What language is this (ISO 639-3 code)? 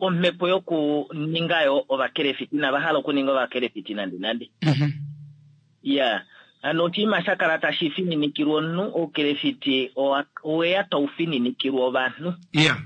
kua